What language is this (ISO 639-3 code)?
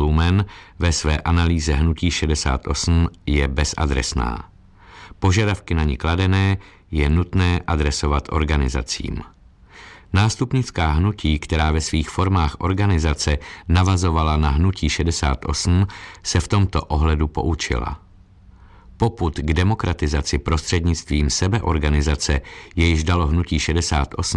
ces